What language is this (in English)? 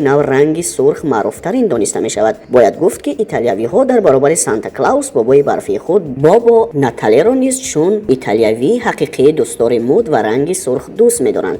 Tajik